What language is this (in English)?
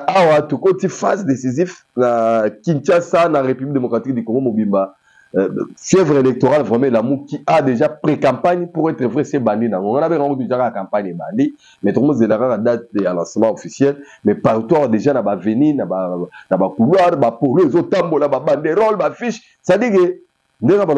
Lingala